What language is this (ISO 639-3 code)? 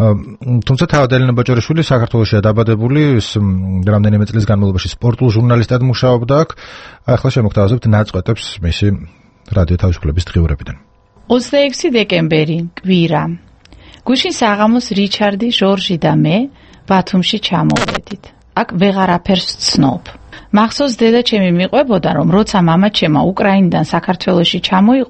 kat